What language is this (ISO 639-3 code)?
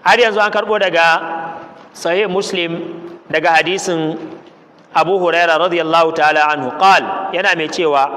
hau